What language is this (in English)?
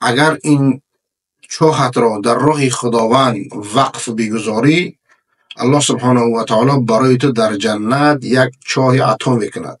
Persian